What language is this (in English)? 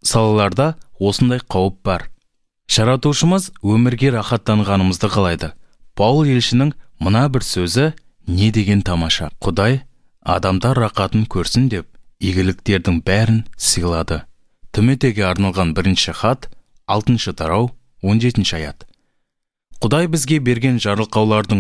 Kazakh